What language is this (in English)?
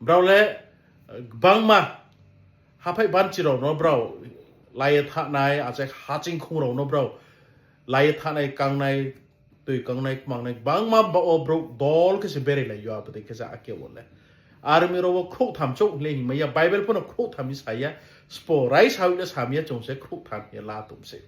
Riang (India)